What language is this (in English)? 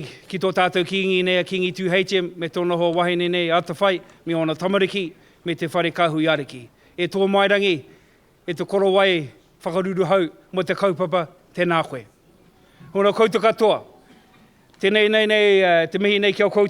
Māori